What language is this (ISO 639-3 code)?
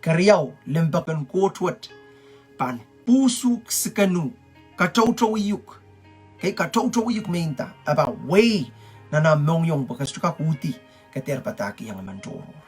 pon